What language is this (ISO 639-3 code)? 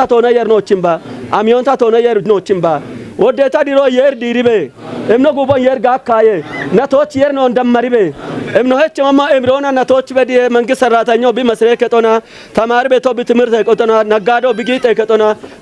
kbr